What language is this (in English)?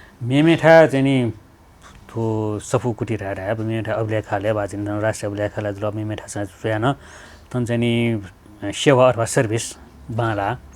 Newari